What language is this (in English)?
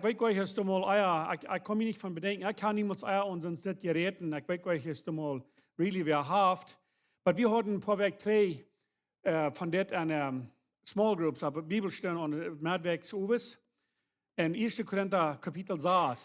Plautdietsch